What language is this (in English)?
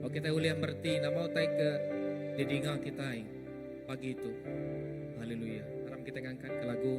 Iban